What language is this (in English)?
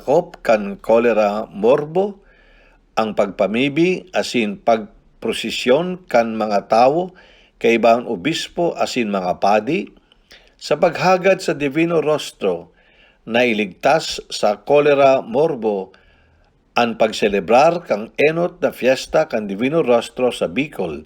Bikol